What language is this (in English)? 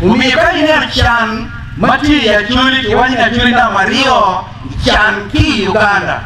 Acoli